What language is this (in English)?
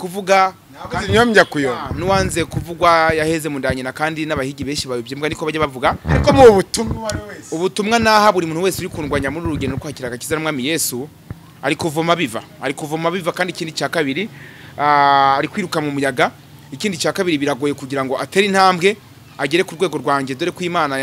Kinyarwanda